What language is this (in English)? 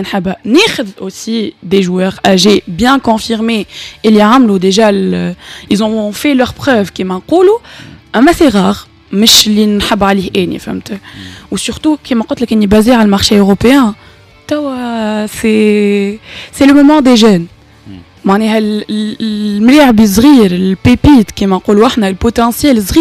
Tunisian Arabic